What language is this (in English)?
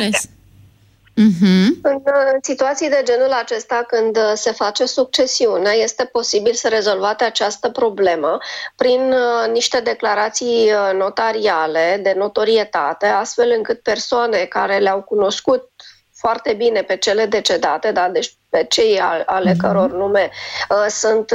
Romanian